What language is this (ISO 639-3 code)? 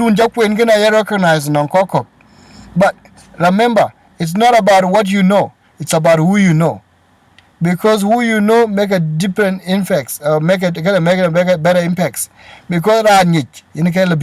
din